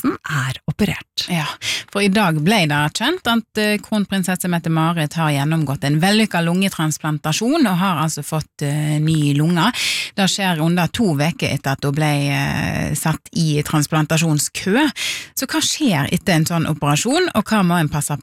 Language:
Norwegian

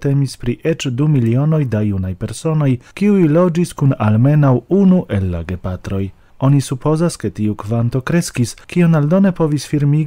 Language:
Esperanto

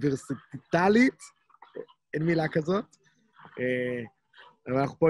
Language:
Hebrew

